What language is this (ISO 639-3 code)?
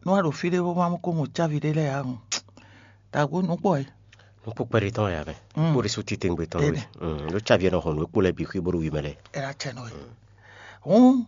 fon